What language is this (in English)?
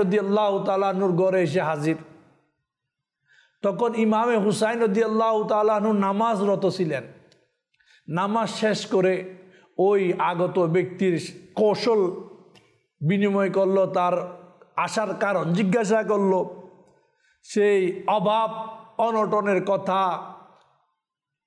Bangla